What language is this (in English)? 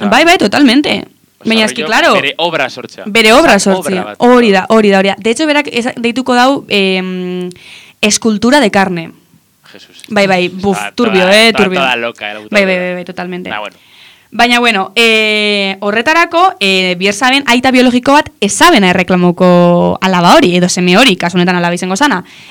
Basque